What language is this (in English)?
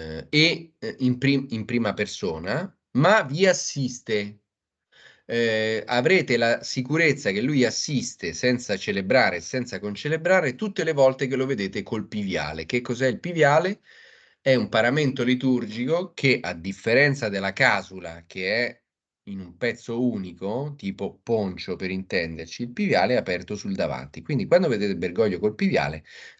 Italian